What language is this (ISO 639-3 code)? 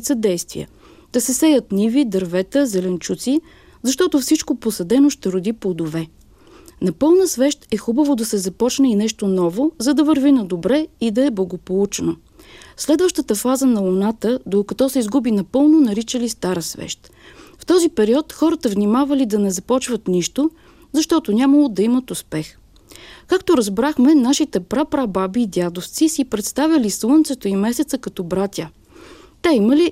bul